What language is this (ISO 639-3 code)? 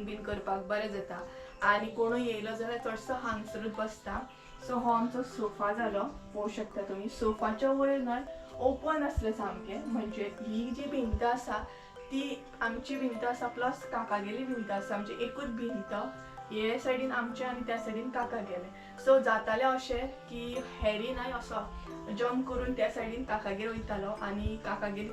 kok